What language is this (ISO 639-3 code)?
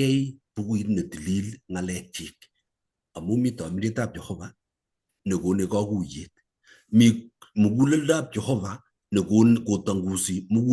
kln